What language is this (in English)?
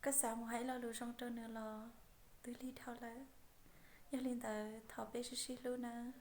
Hmong